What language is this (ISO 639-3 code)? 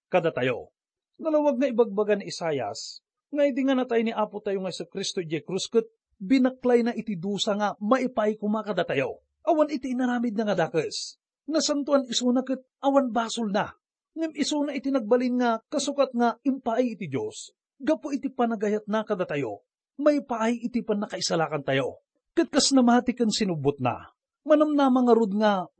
ilo